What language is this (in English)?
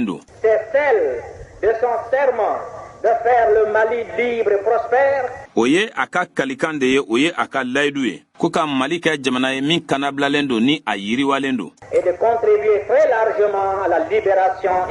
Bambara